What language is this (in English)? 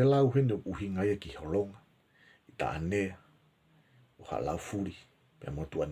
Tongan